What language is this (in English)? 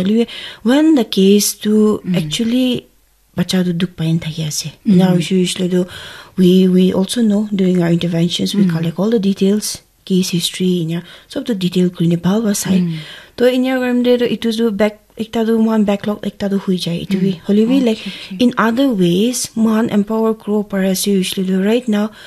Naga Pidgin